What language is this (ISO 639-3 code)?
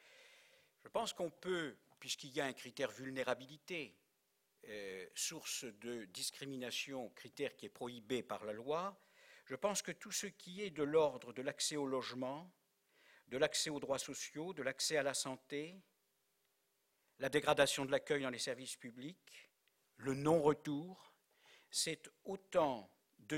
fra